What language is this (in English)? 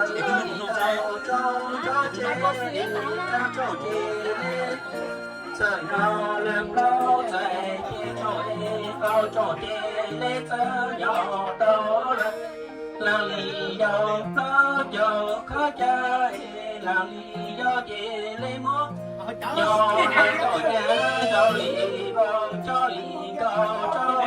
Hmong